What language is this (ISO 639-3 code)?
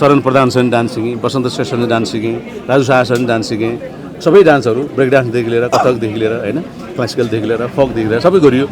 nep